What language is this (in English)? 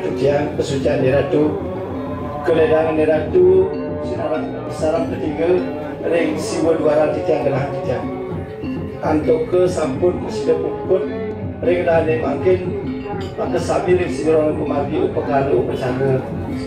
Balinese